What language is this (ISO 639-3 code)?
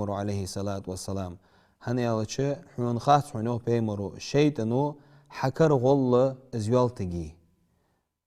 inh